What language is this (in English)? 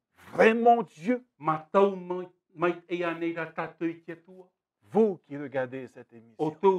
Tahitian